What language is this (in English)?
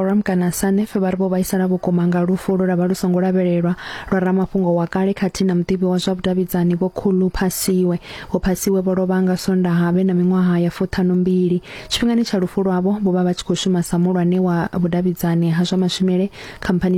Venda